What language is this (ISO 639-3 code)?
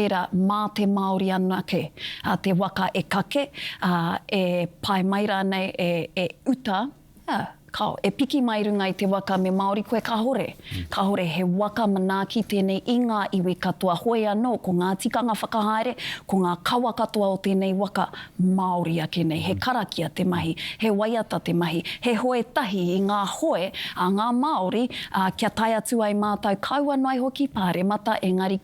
mri